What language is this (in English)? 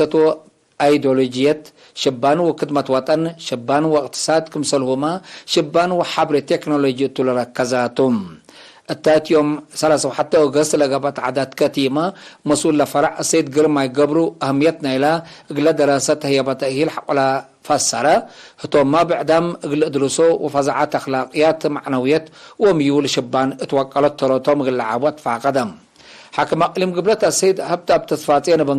Tigre